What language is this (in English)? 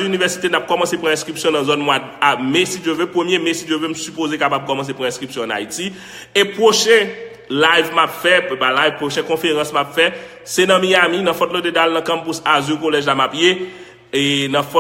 Haitian Creole